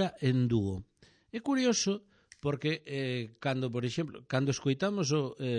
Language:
Galician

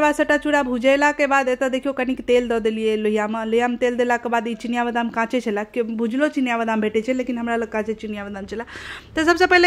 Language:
Maithili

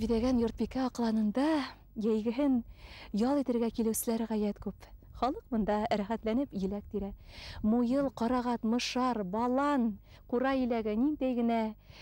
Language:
Bashkir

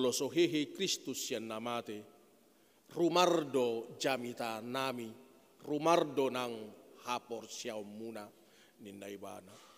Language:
Batak Toba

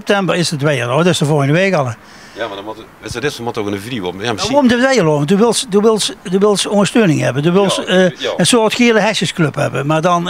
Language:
Limburgish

